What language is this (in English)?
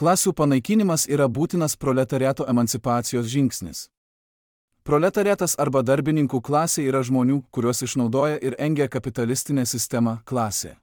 Lithuanian